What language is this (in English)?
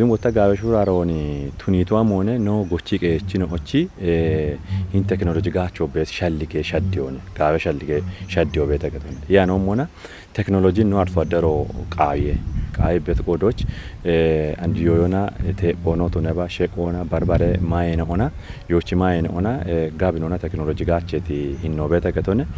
Kafa